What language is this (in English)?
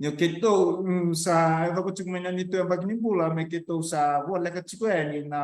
Fijian